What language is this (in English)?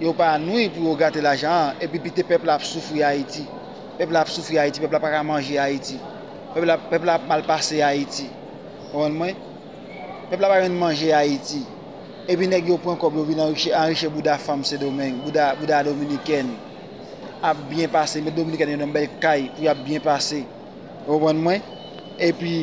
Haitian Creole